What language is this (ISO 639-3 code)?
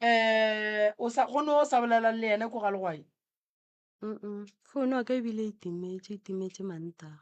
nso